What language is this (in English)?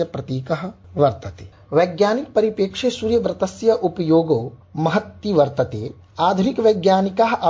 Sanskrit